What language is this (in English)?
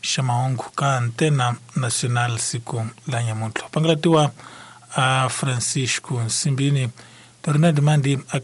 Tsonga